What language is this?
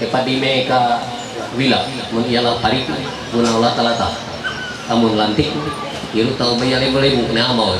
Ma'anyan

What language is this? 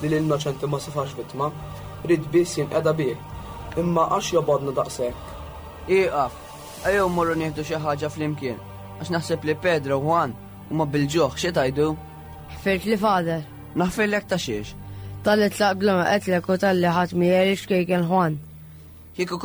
Maltese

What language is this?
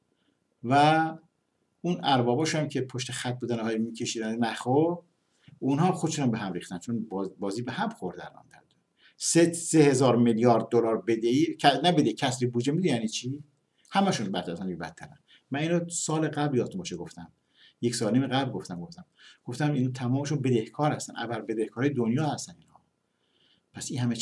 Persian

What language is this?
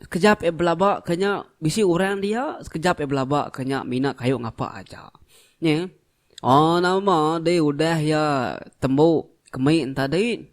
Iban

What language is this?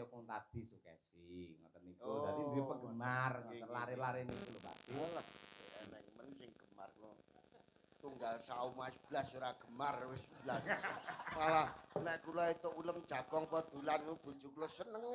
Javanese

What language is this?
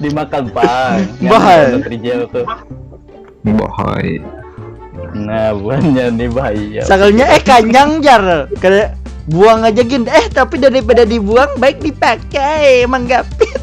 Banjar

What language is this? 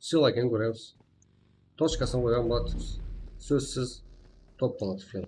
Kara-Kalpak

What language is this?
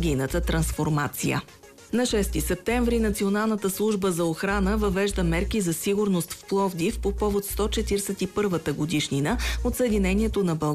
Bulgarian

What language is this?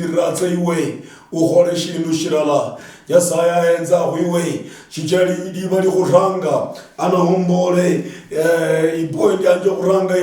Luyia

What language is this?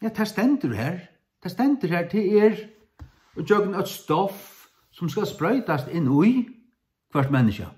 Faroese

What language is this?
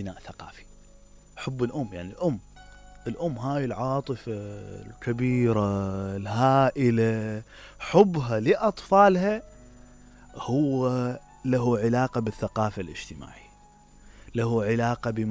Mesopotamian Arabic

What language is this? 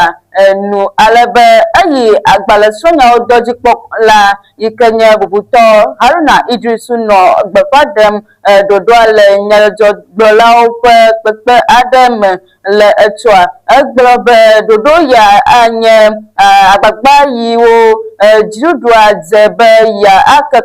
Ewe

